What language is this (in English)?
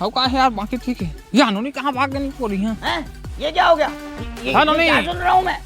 Chhattisgarhi